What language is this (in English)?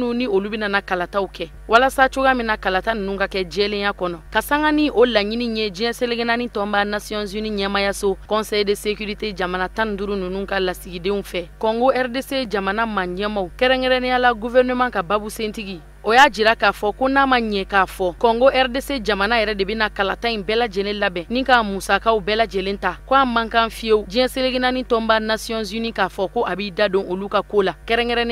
Bambara